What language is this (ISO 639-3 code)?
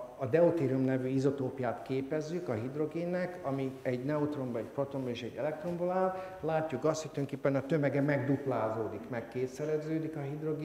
hun